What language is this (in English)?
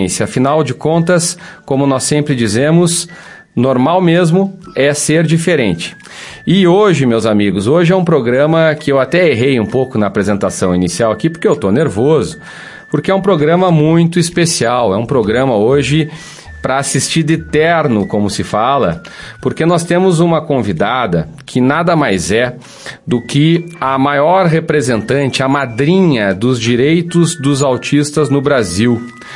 Portuguese